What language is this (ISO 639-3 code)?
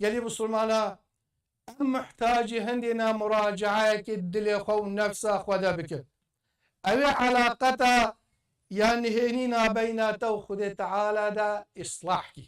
kur